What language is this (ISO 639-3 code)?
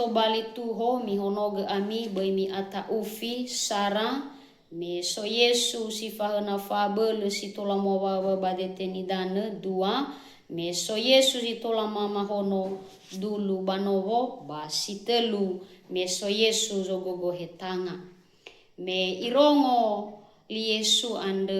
nia